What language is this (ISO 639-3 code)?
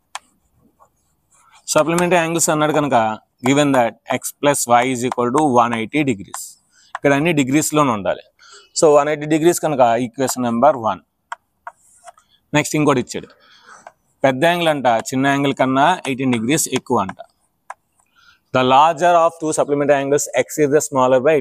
tel